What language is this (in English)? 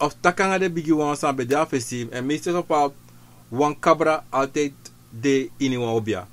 Sranan Tongo